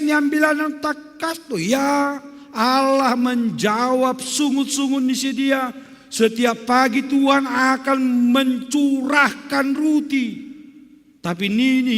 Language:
Batak Simalungun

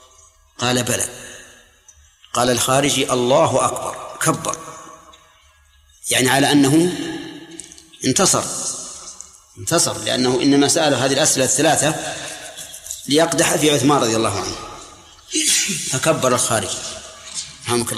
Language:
Arabic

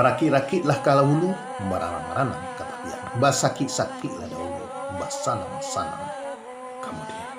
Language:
Minangkabau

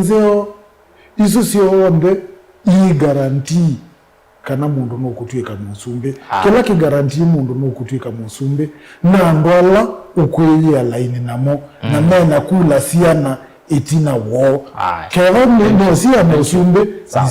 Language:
Kamba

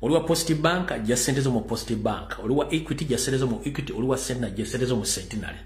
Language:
Ganda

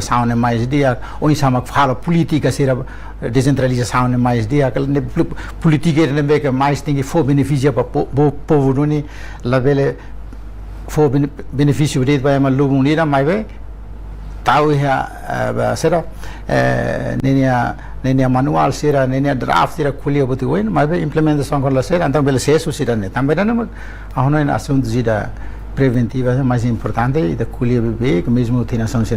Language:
Tetum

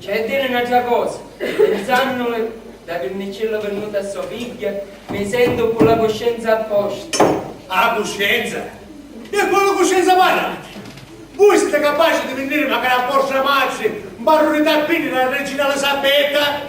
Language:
Sicilian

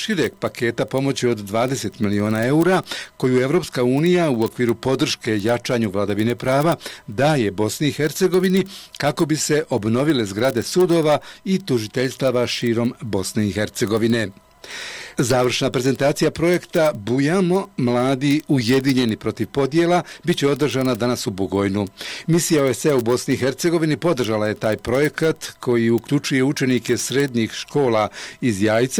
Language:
Bosnian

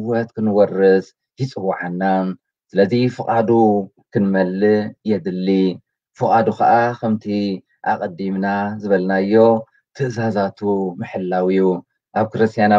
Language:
Tigrinya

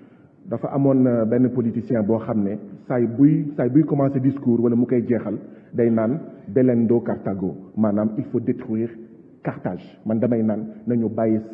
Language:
Wolof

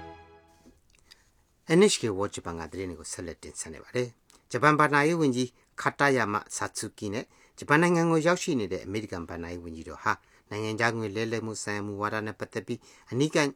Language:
Burmese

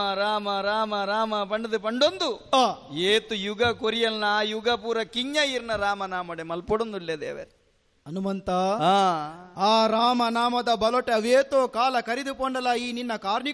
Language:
Tulu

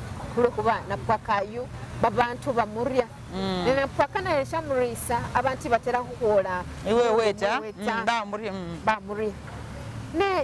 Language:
Masaaba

